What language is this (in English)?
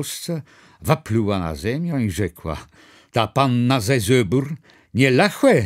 Kashubian